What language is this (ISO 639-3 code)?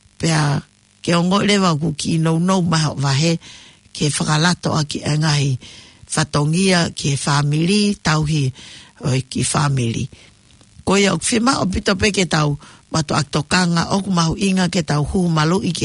ton